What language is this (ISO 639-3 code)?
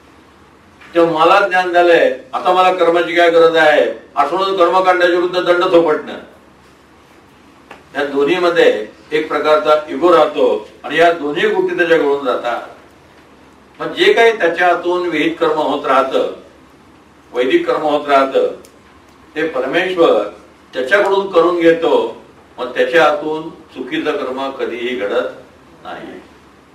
mar